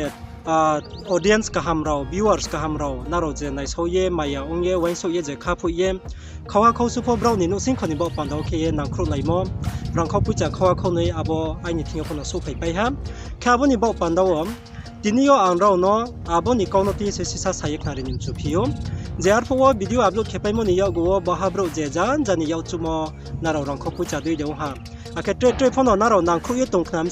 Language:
Riang (India)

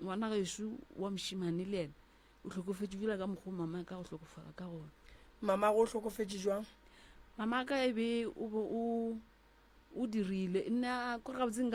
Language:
Northern Sotho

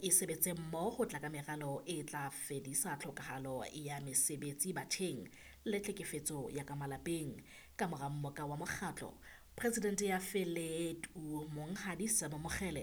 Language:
Southern Sotho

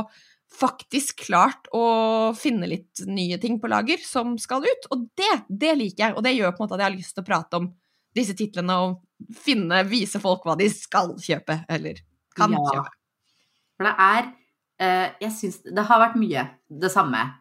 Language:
Norwegian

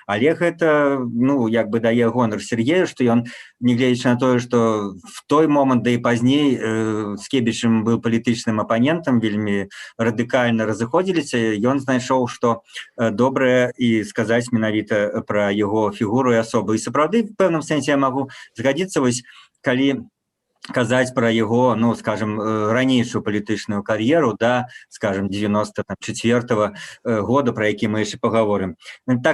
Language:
Belarusian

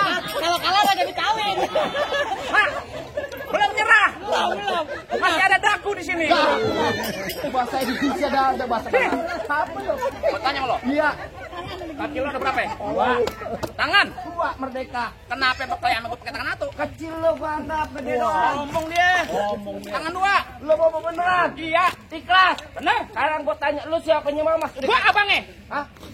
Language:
Betawi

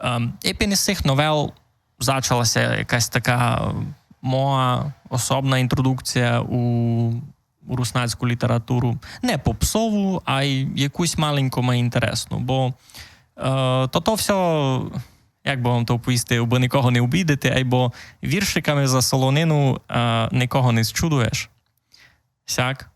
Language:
Rusyn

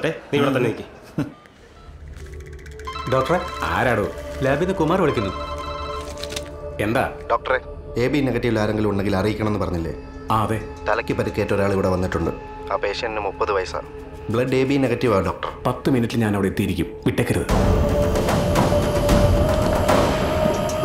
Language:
Malayalam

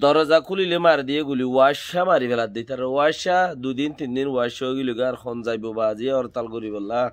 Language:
Rohingya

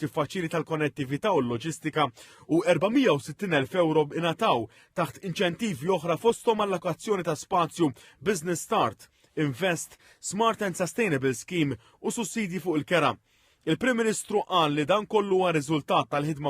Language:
Maltese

